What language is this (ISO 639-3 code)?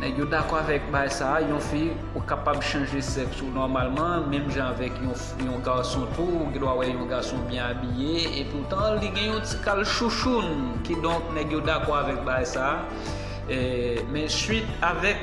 hat